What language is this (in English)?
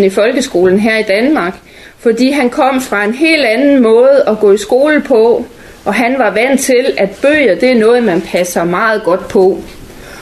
Danish